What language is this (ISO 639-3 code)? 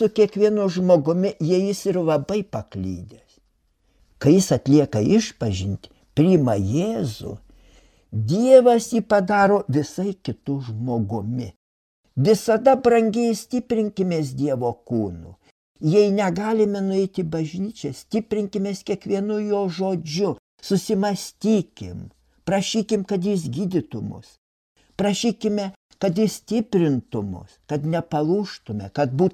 lit